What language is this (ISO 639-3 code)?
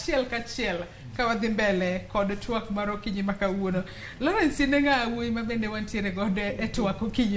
luo